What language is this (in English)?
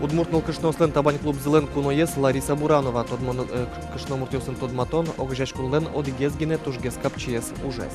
Udmurt